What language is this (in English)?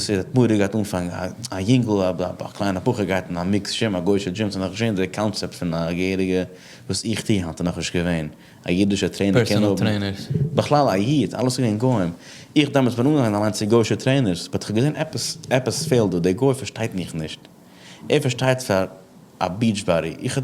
Yiddish